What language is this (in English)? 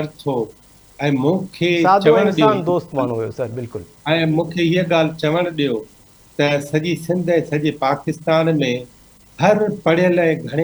Sindhi